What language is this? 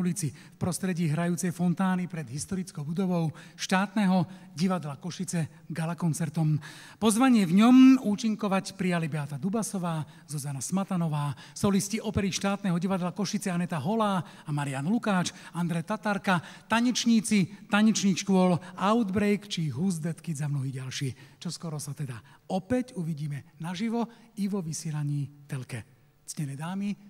Slovak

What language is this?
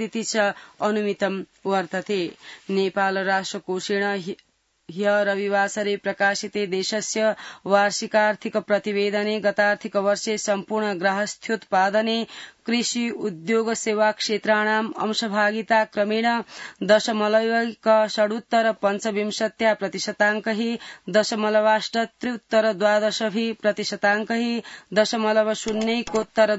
Sanskrit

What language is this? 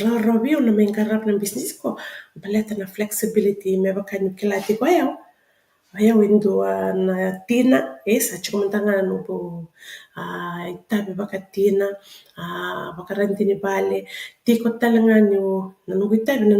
Fijian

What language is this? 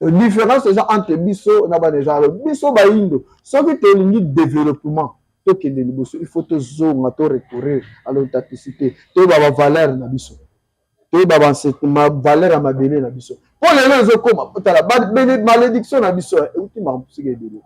Lingala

